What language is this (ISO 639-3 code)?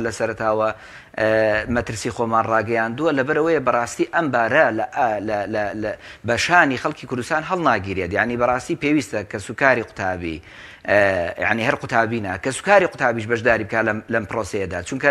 ckb